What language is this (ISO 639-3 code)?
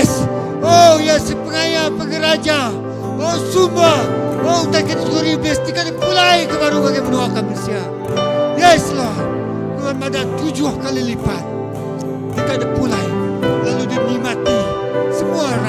iba